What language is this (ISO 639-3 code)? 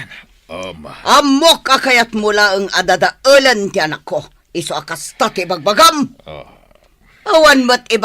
ilo